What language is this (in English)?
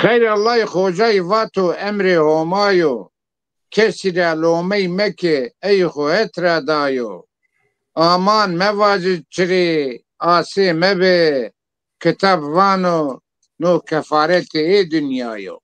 Zaza